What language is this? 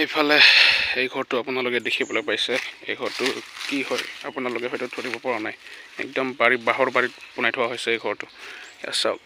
Assamese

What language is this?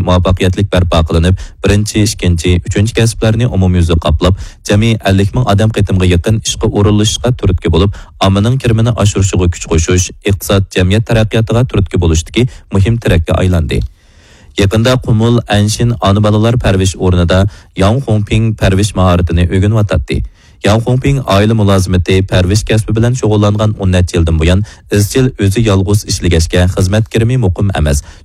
Uyghur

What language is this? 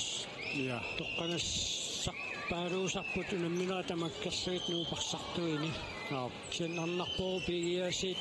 Kalaallisut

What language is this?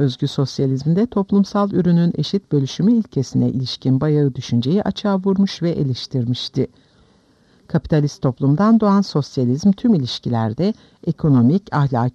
Turkish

